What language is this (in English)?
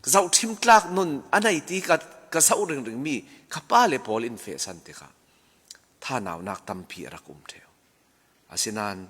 Falam Chin